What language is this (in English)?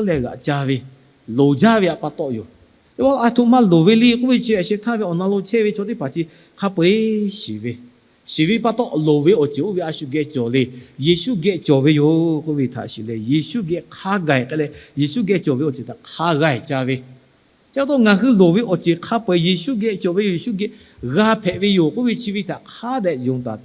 Lahu